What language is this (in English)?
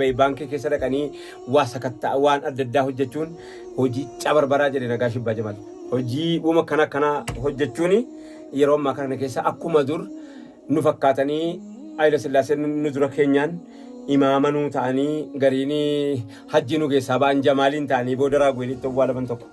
Oromo